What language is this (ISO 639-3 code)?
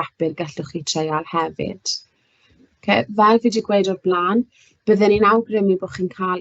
cym